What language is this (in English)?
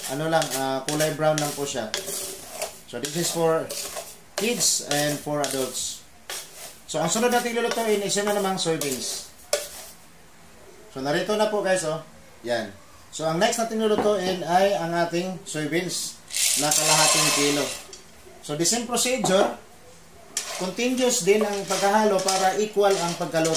Filipino